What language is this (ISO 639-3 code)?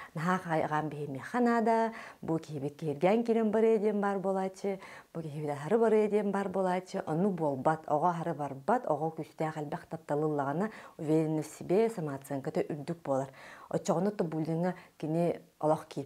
sah